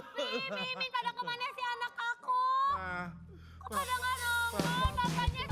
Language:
Betawi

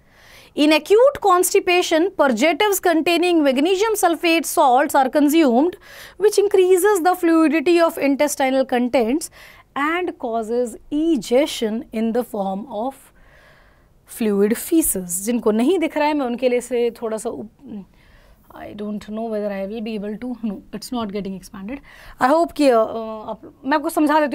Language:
Hindi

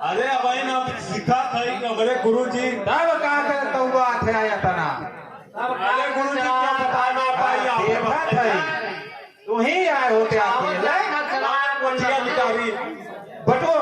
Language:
Awadhi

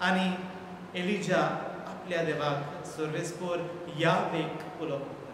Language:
Konkani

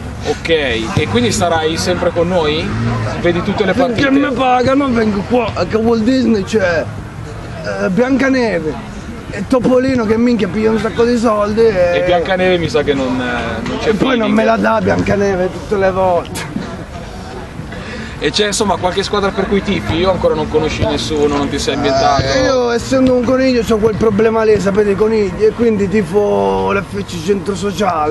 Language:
Italian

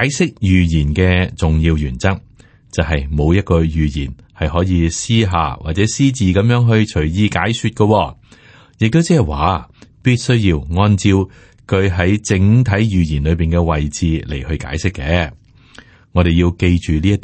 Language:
Cantonese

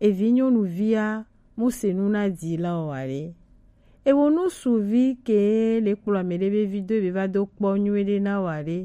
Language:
Gen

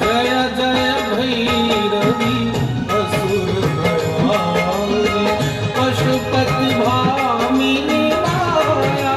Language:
Maithili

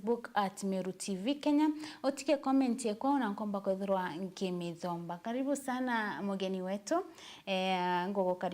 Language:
Meru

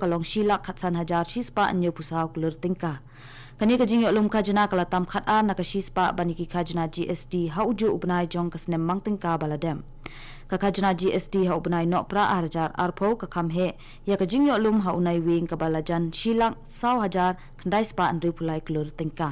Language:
Khasi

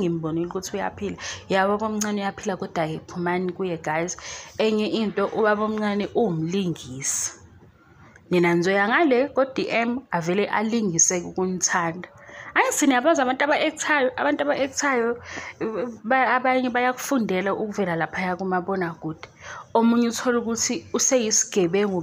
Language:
Zulu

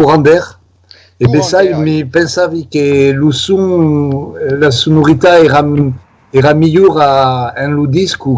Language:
Occitan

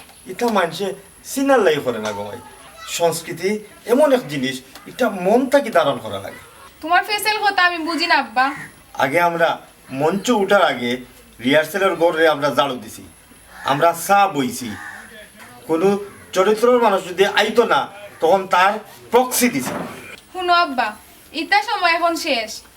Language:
Sylheti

